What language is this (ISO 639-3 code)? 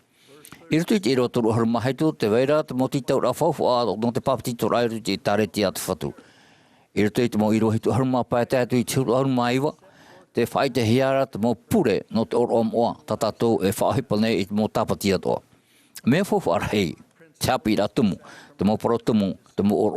tah